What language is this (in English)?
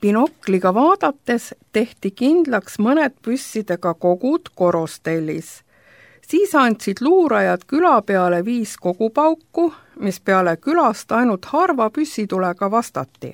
Estonian